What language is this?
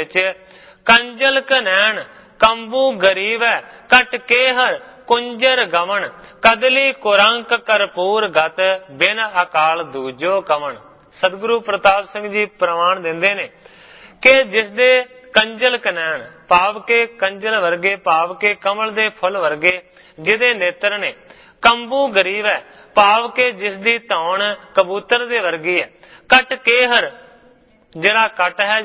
Punjabi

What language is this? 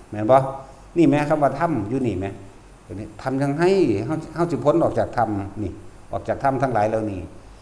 Lao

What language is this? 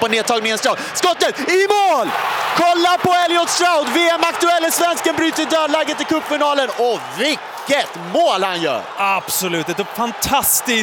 Swedish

